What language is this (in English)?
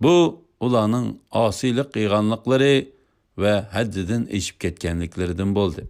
Uyghur